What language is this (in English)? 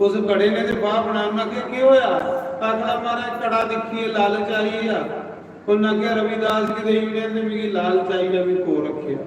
Dogri